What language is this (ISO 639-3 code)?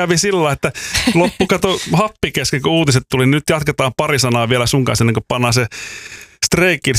fin